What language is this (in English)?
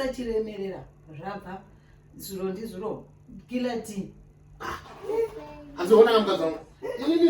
Shona